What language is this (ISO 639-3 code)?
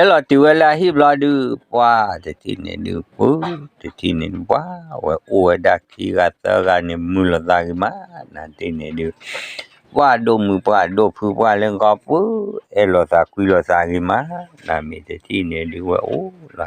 ksw